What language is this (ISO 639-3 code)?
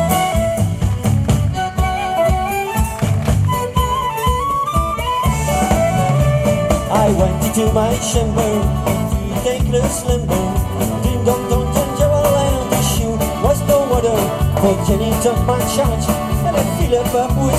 fra